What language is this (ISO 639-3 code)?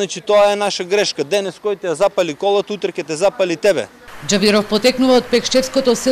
mkd